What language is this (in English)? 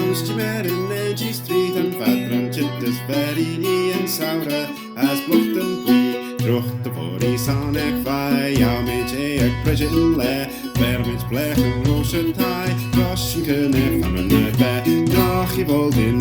Manx